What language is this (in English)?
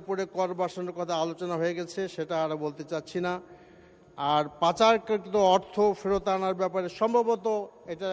Bangla